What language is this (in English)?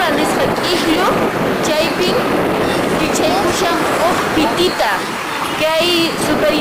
Quechua